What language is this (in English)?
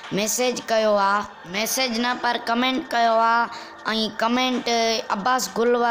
Sindhi